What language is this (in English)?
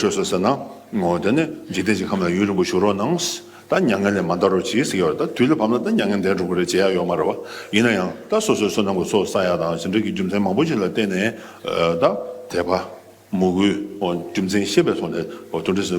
Tibetan